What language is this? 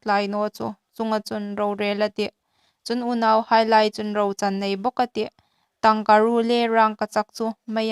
Hmar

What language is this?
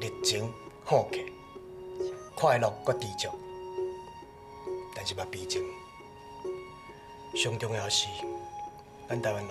Min Nan Chinese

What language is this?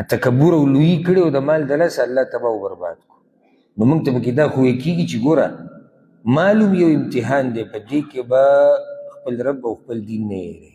Pashto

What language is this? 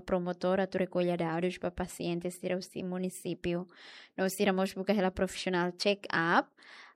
Tetum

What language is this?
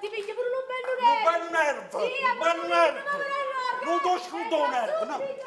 Neapolitan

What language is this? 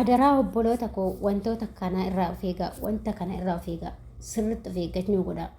Oromo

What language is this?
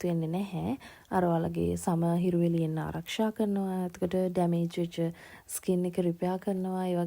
Sinhala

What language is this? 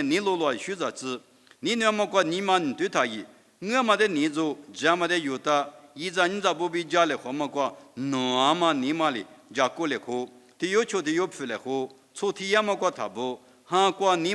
Lisu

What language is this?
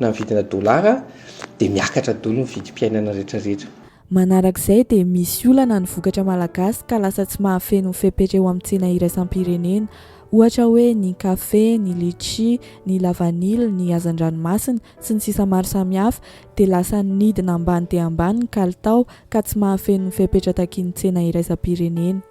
Malagasy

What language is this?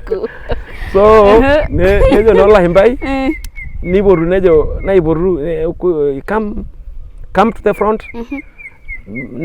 Masai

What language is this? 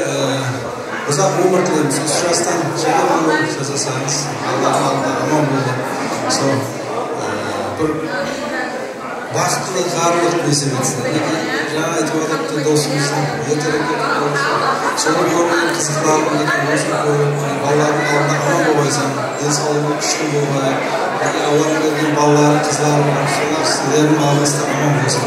Kara-Kalpak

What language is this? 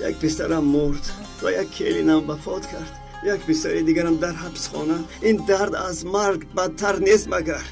Tajik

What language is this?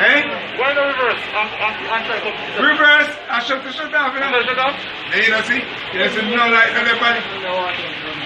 Jamaican Creole English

